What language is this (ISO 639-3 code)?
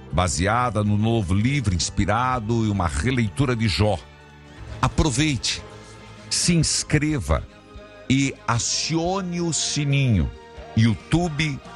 por